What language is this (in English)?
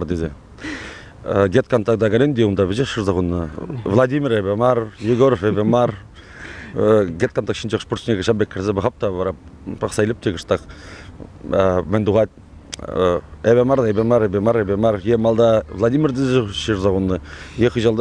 Chuvash